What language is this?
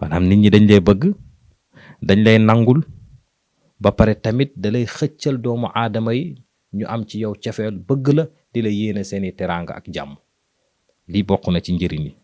Wolof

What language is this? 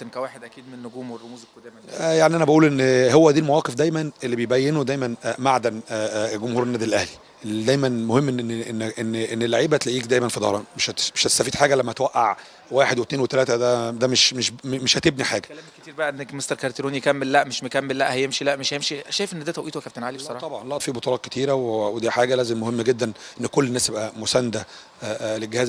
Egyptian Arabic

